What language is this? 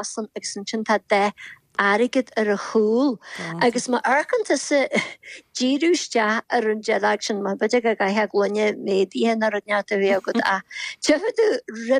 Irish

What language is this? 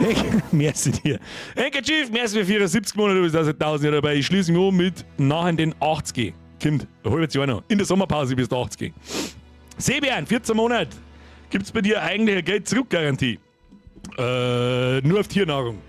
Bavarian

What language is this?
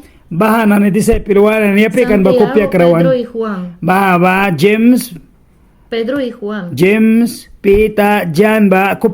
Mískito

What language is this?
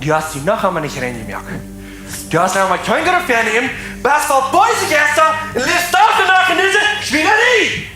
Plautdietsch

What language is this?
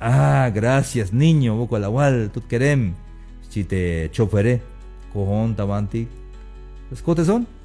Tzeltal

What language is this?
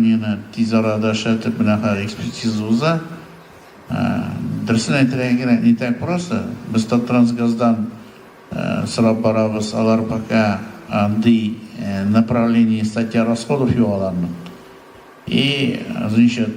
Tatar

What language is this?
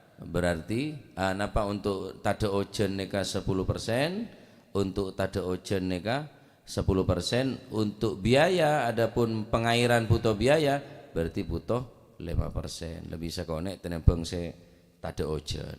Madurese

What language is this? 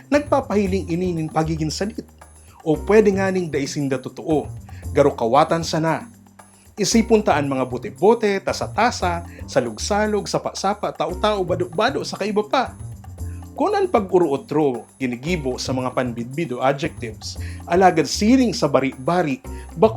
Bikol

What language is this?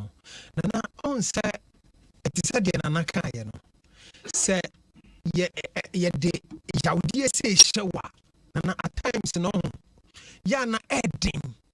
Akan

